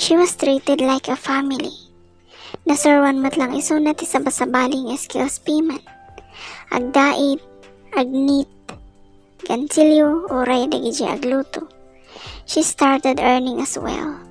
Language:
Iloko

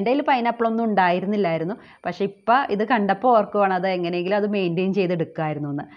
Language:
Malayalam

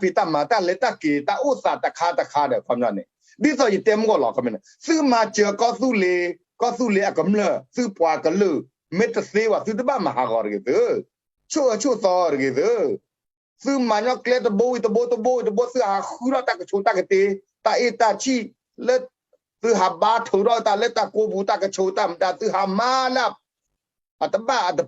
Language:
S'gaw Karen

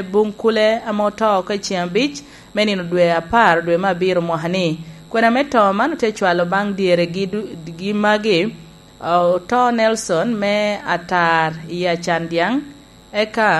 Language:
Lango (Uganda)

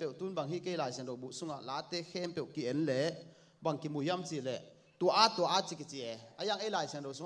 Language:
Tedim Chin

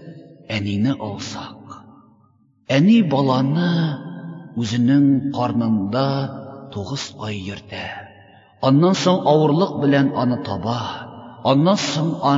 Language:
Tatar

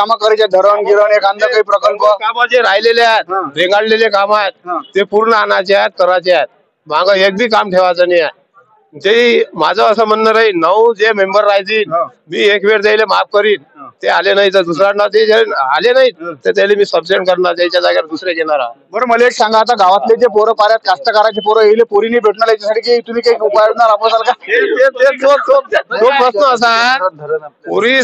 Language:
Marathi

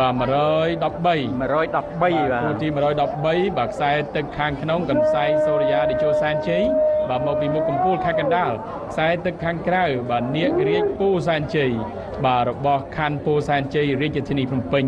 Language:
Khmer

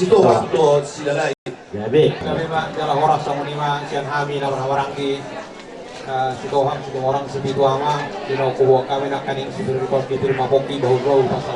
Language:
Batak Toba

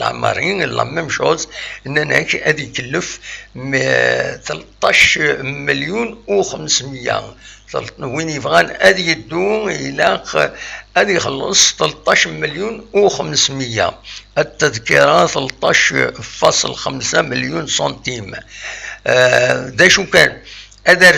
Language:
Kabyle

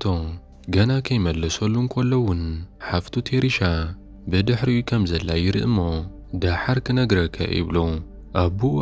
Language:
Tigrinya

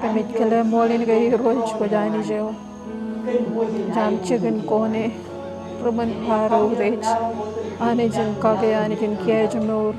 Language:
Marshallese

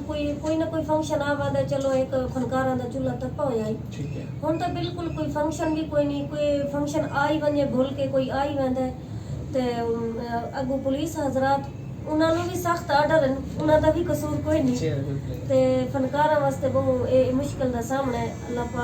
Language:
Saraiki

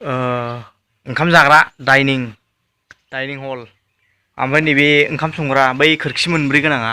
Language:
Bodo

